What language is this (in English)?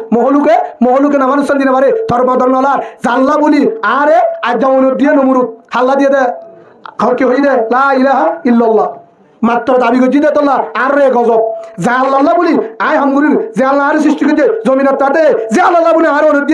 Rohingya